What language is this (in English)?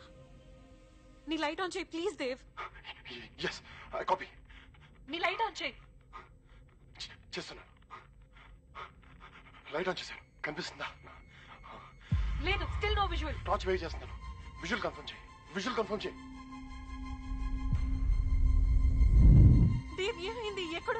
Telugu